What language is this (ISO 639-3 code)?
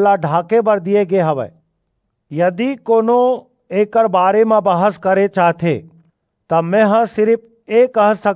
hne